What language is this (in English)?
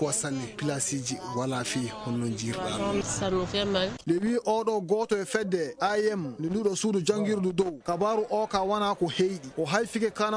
Fula